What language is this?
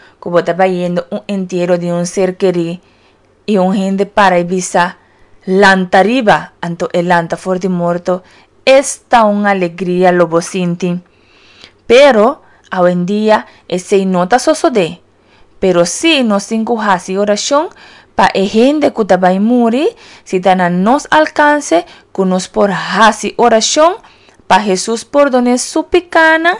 Papiamento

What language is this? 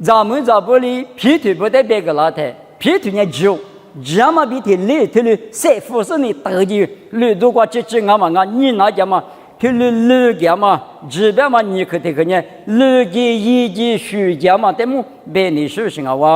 Lisu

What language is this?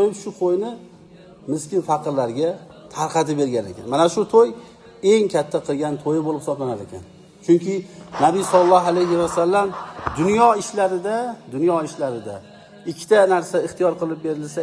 Uzbek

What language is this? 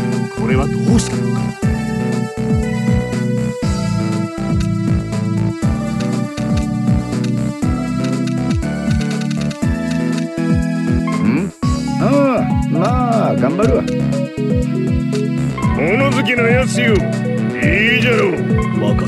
Japanese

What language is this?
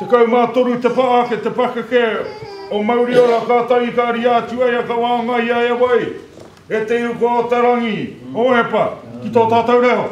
Māori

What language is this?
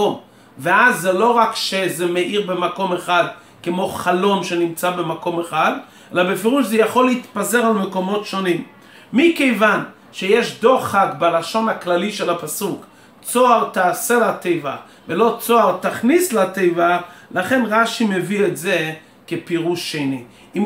Hebrew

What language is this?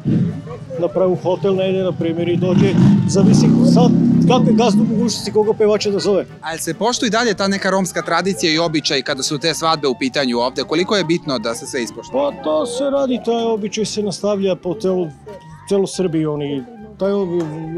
Serbian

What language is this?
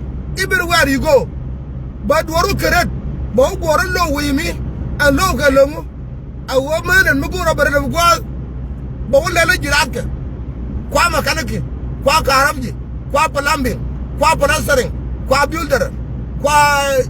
Nuer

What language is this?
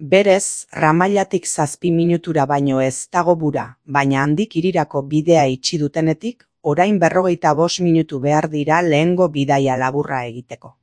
Basque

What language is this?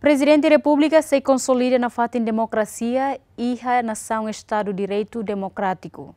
Tetum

